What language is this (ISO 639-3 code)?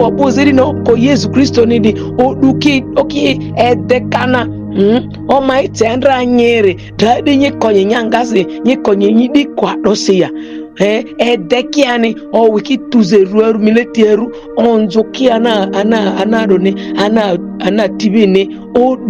mhi